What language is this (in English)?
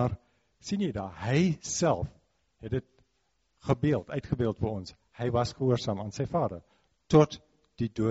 Afrikaans